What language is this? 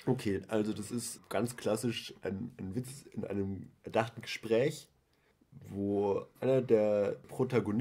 German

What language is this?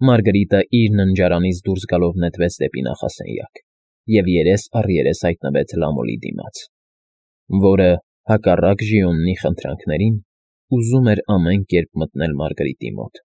Armenian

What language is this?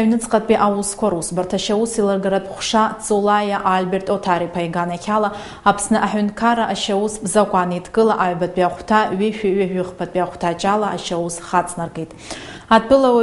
Abkhazian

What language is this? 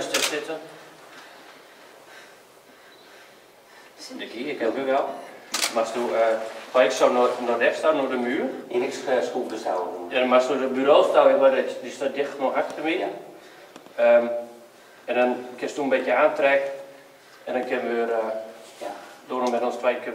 Dutch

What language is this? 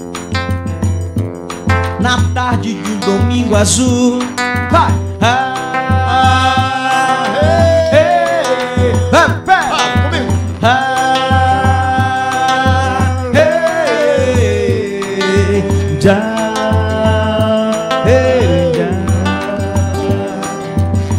Portuguese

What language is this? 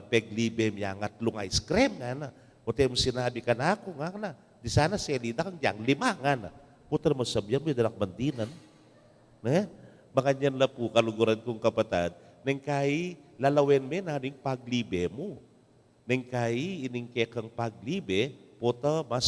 Pampanga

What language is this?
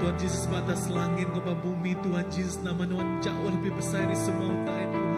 Iban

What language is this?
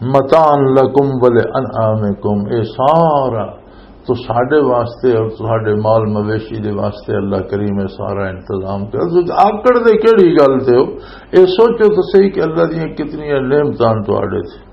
Western Panjabi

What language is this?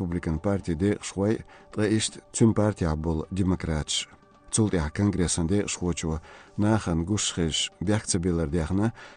Chechen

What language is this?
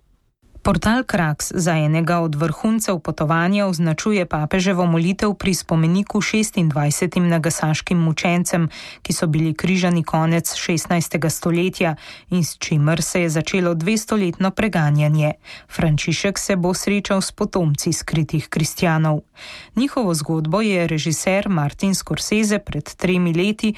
Slovenian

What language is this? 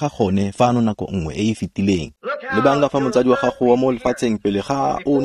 Tswana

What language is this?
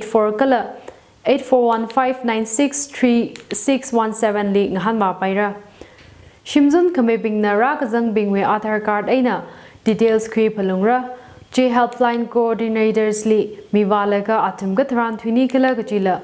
Tangkhul Naga (India)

